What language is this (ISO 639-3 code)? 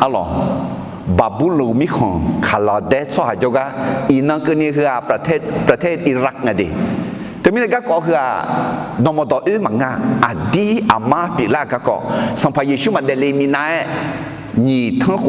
ahk